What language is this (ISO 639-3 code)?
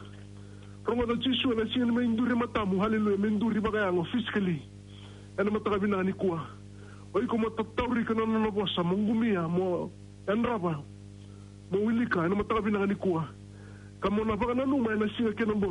fij